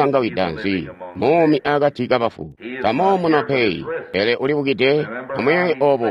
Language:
Tonga (Zambia)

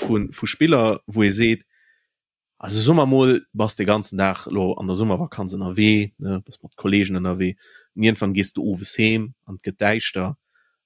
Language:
Luxembourgish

